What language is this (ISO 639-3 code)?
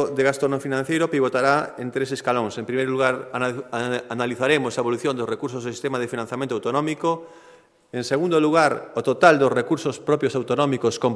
glg